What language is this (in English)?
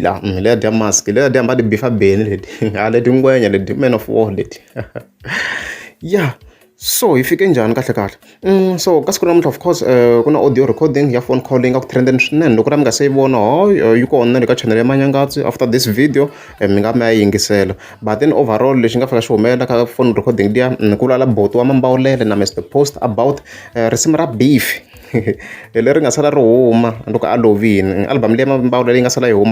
Tsonga